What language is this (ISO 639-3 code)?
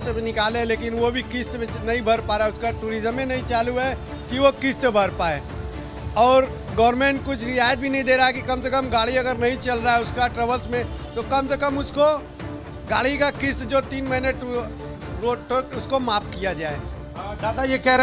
hin